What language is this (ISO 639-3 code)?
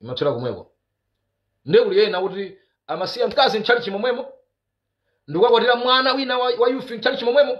nya